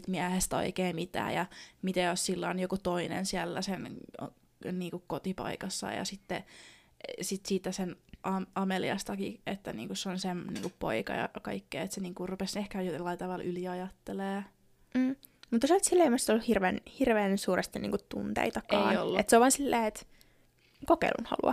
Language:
Finnish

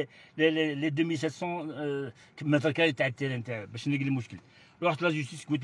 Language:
Algerian Arabic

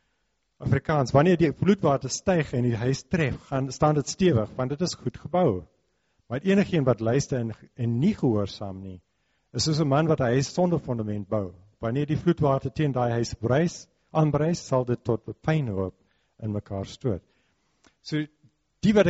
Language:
Afrikaans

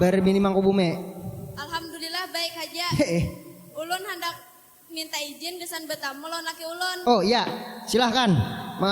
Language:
Banjar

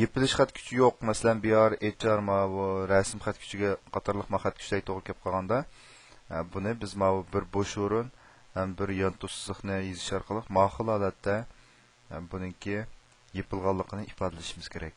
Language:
Uyghur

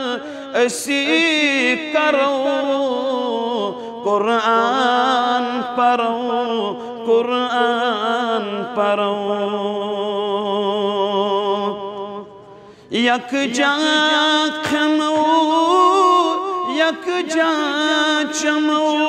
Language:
Kashmiri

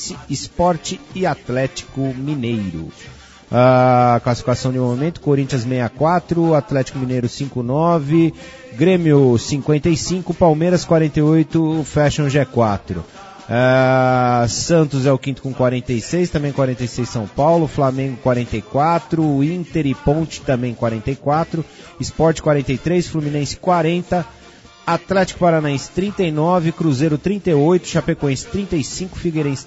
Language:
Portuguese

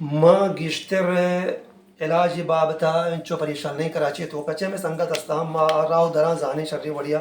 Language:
Baluchi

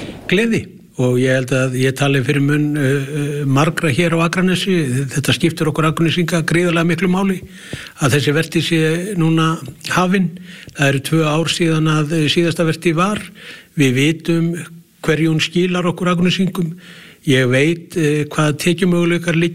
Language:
Icelandic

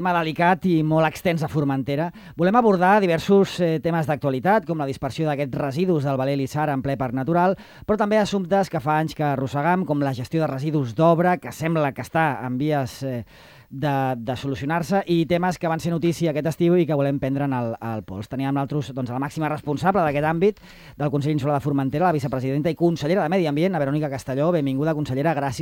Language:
Catalan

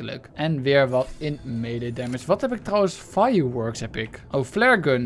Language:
Dutch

